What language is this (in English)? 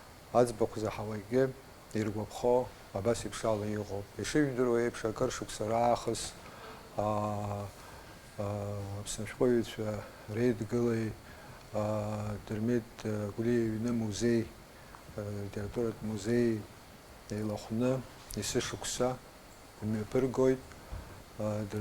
Abkhazian